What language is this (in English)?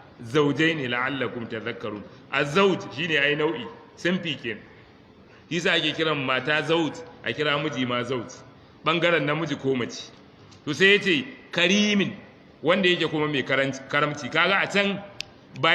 Hausa